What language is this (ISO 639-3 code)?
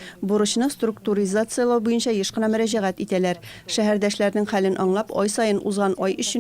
tat